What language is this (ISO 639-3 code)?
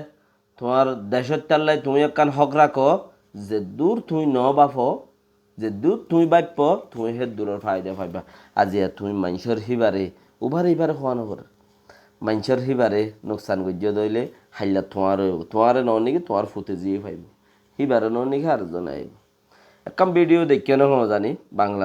rhg